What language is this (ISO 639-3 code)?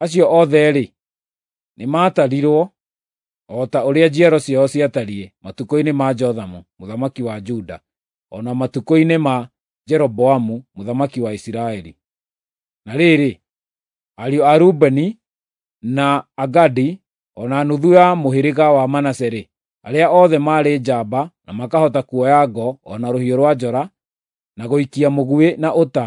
kik